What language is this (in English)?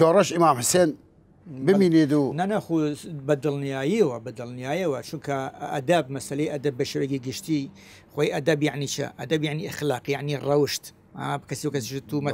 Southern Kurdish